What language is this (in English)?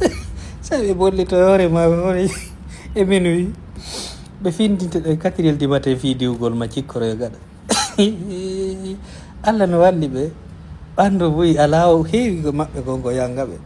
Fula